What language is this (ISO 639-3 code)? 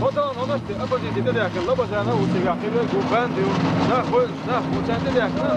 che